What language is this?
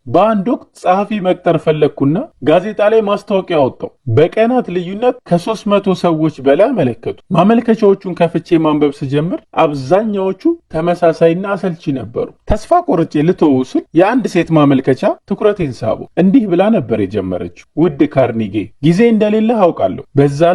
Amharic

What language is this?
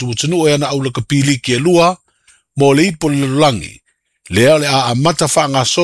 Samoan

